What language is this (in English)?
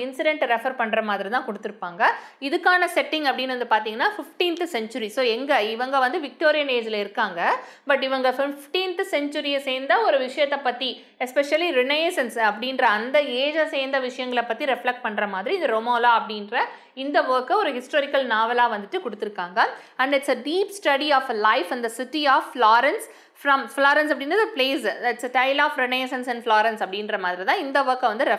Tamil